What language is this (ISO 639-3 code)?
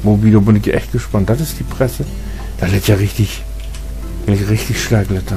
nds